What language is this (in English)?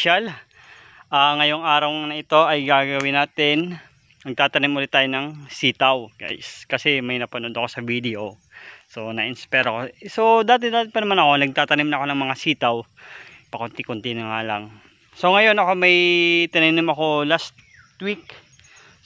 Filipino